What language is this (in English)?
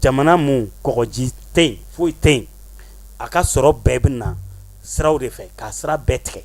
Bambara